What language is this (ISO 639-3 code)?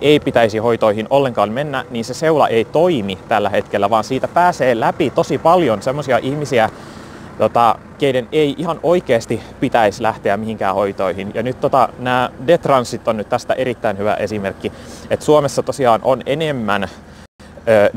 fin